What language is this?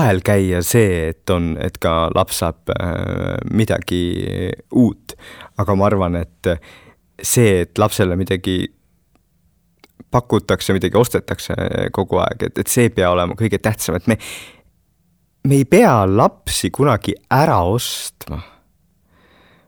Estonian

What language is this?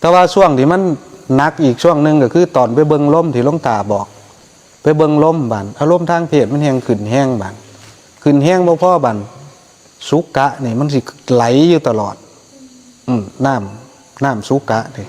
Northeastern Thai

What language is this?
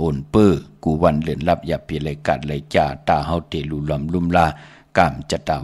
Shan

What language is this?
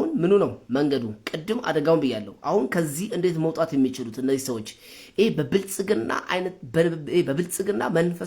Amharic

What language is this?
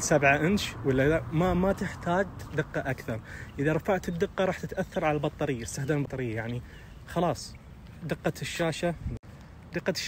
Najdi Arabic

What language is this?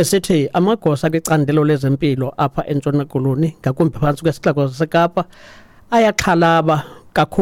Xhosa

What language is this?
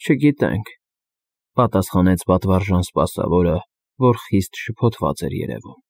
Armenian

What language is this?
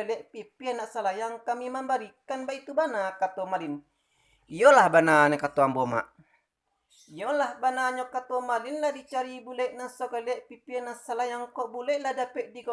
Minangkabau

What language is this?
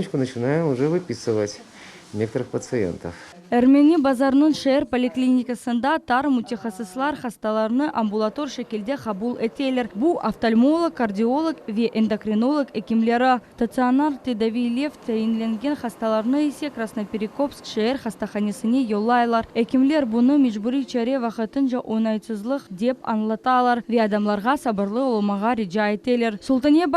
Crimean Tatar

